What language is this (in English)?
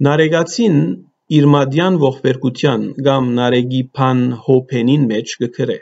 Western Armenian